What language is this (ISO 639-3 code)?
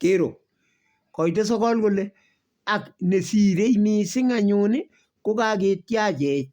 kln